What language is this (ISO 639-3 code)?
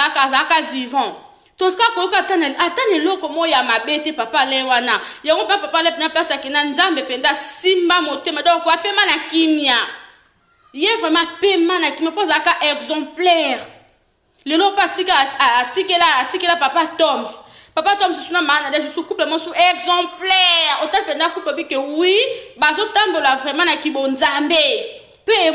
lin